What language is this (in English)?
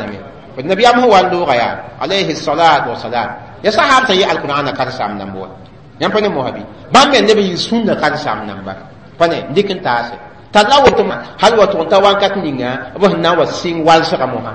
Mossi